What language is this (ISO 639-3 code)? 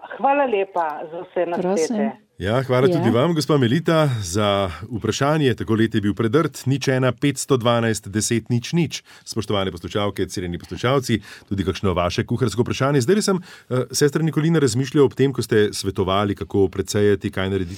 slv